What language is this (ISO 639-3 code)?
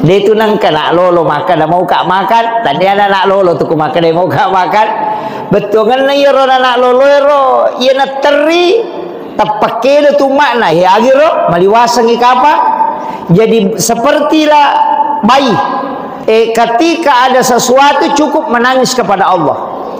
bug